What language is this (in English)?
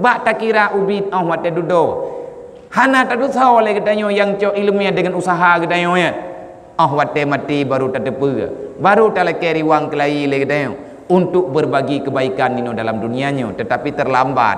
Achinese